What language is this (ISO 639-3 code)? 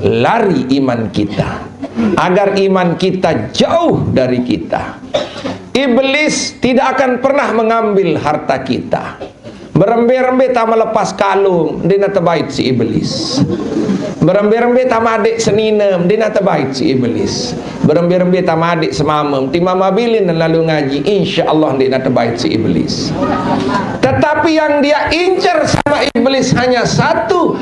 sas